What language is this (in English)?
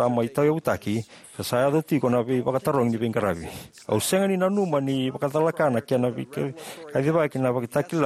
Fijian